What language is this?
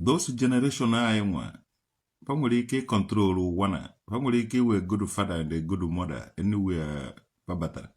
Igbo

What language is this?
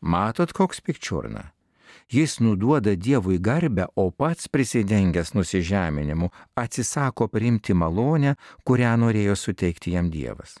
Lithuanian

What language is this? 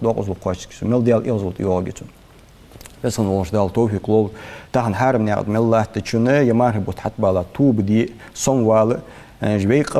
Ingush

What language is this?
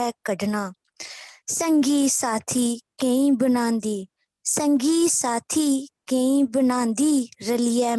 Dogri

